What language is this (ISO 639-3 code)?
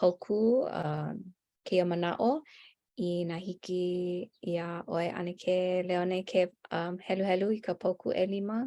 haw